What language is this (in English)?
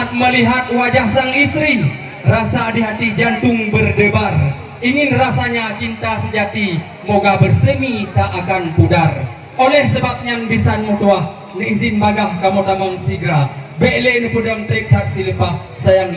Achinese